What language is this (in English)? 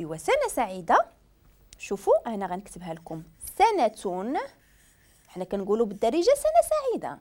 Moroccan Arabic